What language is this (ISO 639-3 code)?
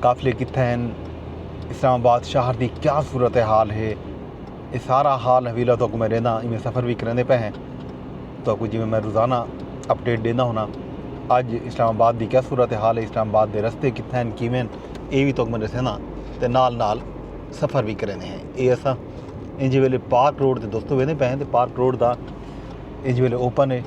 skr